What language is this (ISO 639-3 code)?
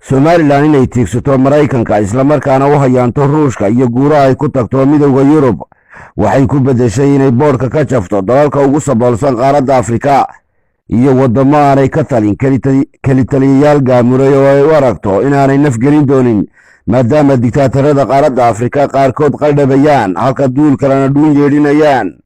som